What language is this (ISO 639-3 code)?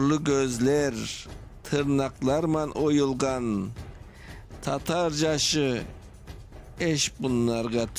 crh